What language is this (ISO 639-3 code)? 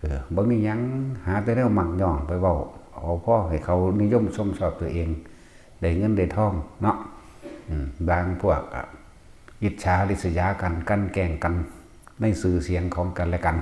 tts